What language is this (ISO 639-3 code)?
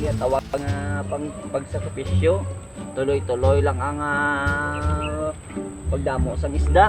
hil